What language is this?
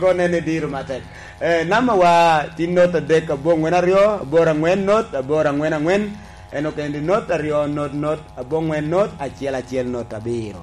Lango (Uganda)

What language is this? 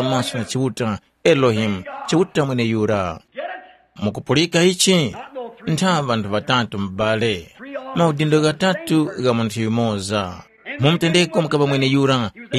Tumbuka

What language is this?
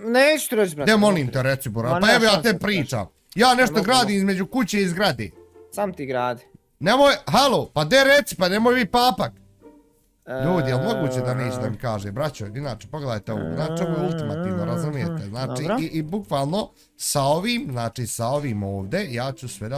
Bosnian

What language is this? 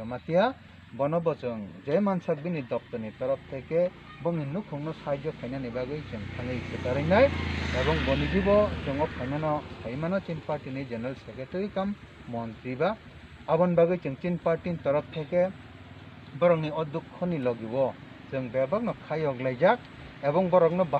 Kok Borok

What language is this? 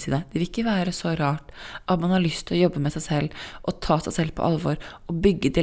Norwegian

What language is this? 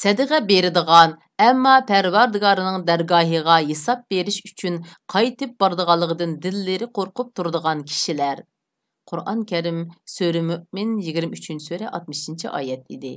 Uyghur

